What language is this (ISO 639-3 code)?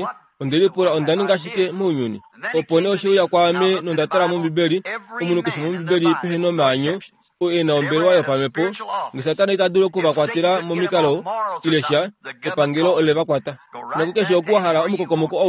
kua